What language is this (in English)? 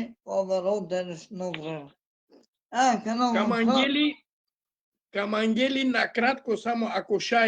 Balkan Romani